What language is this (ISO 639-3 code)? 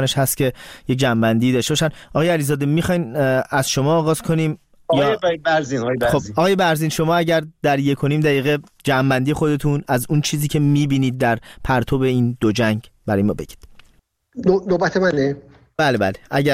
fas